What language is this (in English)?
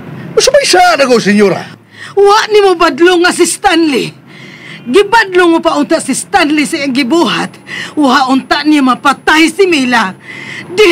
Cebuano